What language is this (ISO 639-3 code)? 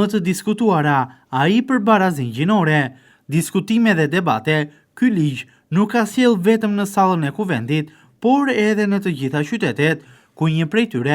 sqi